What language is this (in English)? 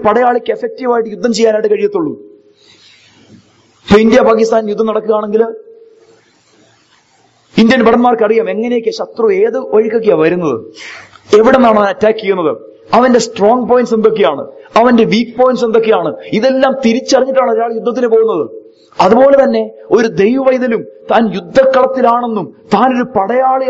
Malayalam